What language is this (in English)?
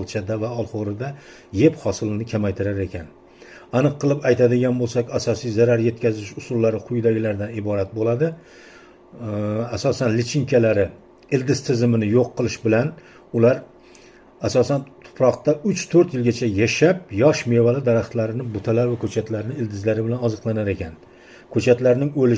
Uzbek